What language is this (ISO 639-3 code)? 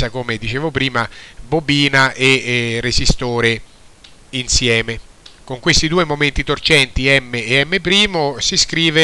ita